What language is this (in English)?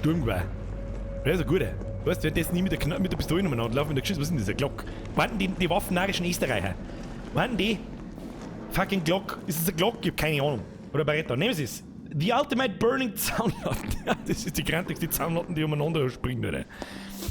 Bavarian